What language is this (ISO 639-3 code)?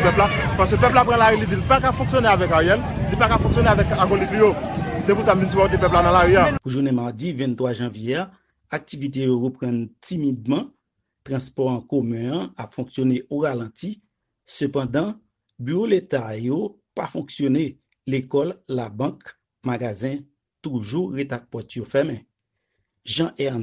hat